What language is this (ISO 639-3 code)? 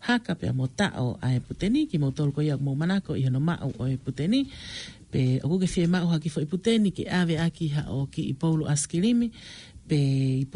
ton